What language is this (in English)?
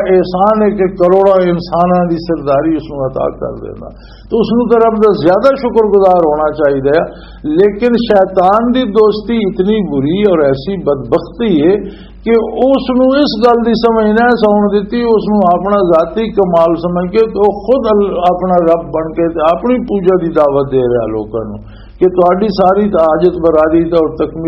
Western Panjabi